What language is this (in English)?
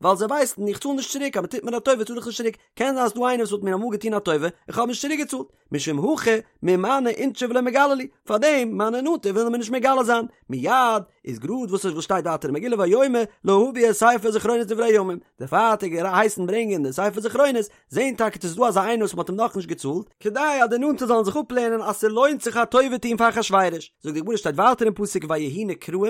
Yiddish